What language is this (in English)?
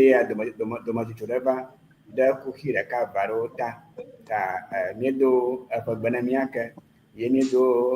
Ewe